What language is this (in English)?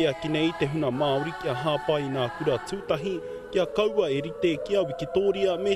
Māori